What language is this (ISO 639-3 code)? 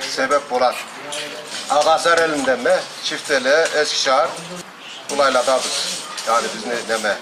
krc